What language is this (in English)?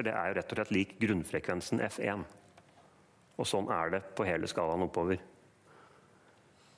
Norwegian